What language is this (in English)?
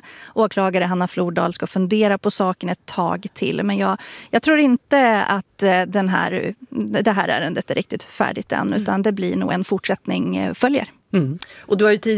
Swedish